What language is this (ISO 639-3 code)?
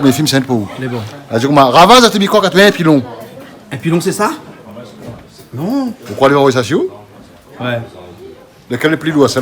rcf